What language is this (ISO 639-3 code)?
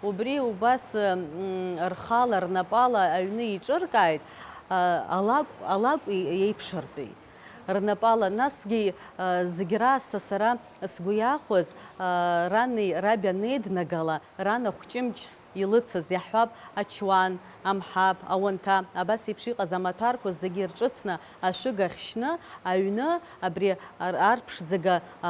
abk